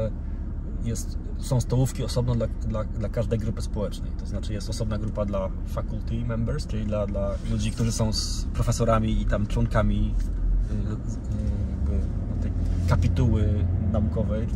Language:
Polish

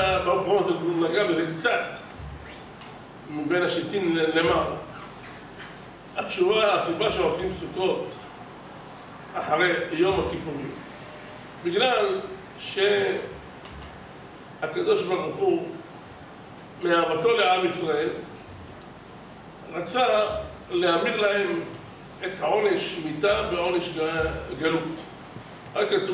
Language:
Hebrew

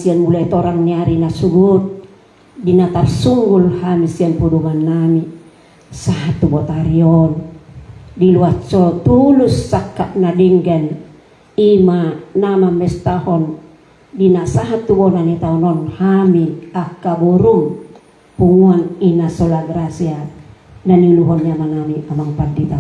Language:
Batak Toba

